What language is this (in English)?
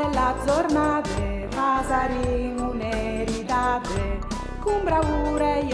Friulian